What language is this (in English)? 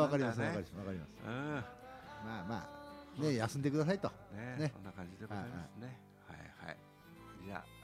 Japanese